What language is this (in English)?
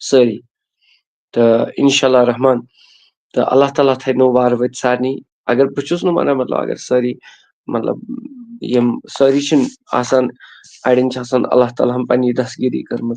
Kashmiri